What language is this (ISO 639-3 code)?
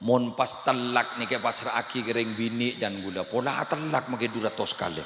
mad